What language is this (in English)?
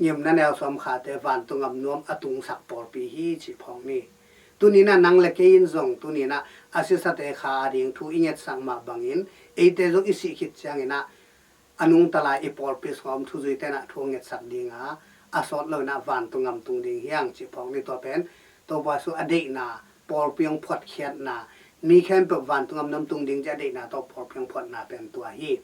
Tedim Chin